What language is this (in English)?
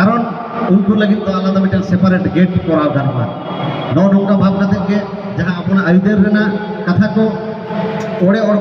Santali